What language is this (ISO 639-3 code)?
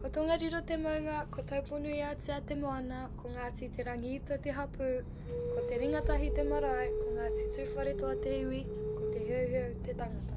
mri